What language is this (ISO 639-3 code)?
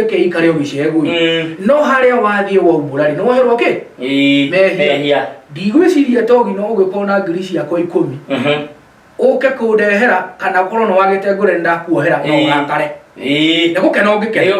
kik